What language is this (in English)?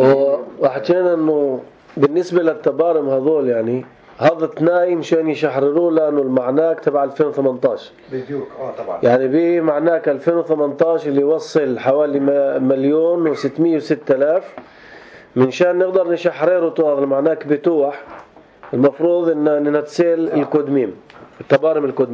North Levantine Arabic